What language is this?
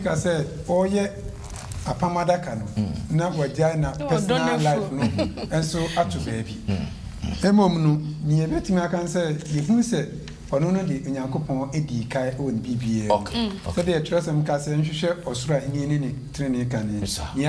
Akan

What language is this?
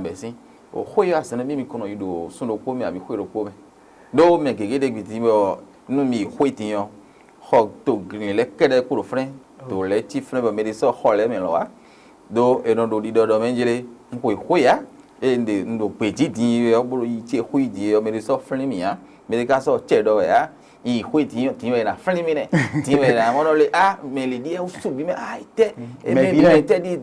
Fon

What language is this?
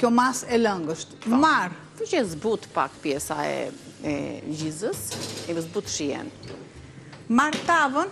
Albanian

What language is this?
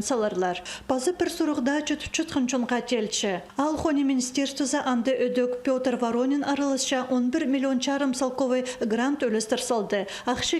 Khakas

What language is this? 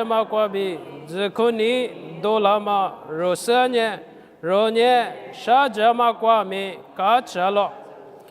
Lisu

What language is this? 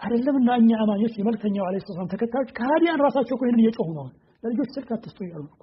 Amharic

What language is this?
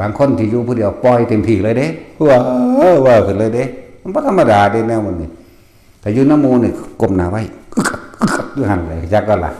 Northeastern Thai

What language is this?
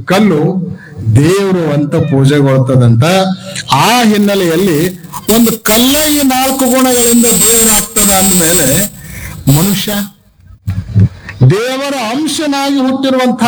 Kannada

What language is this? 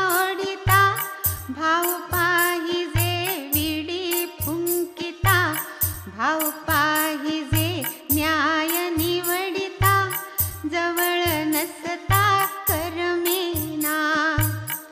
Marathi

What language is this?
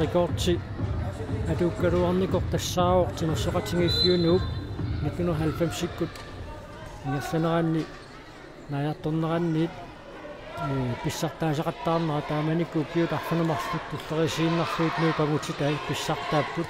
Kalaallisut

